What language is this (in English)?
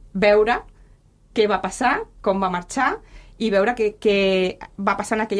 Catalan